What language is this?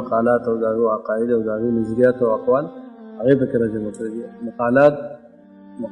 Pashto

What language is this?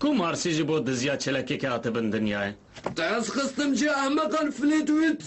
Kurdish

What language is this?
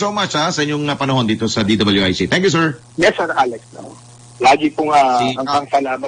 Filipino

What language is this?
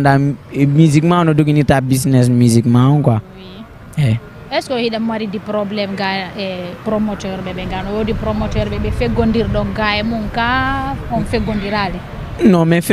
Fula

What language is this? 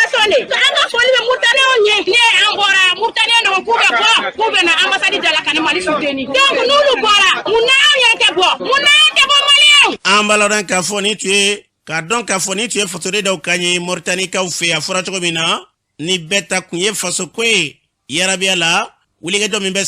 Bambara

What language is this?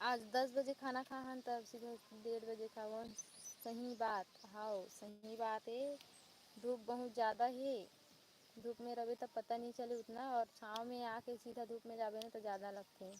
Chhattisgarhi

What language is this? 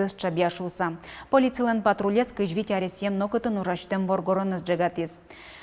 Udmurt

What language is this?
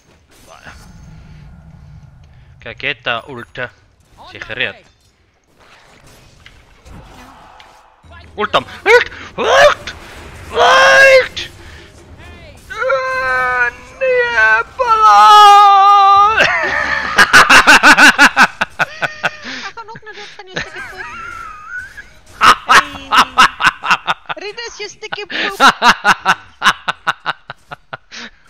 Afrikaans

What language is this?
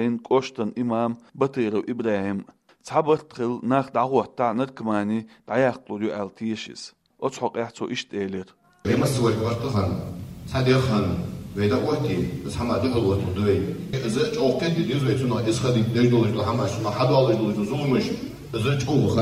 Chechen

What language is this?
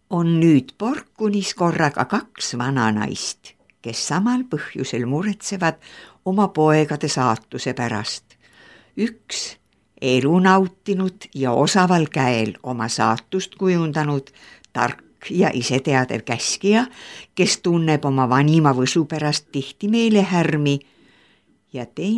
Estonian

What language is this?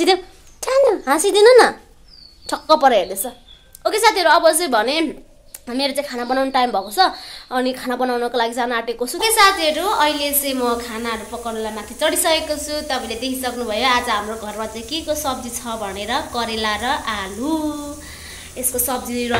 Nepali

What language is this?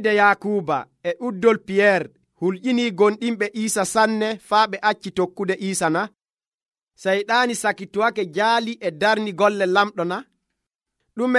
Nigerian Fulfulde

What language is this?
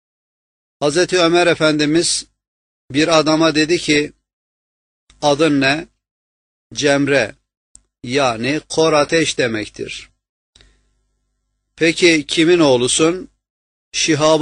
Turkish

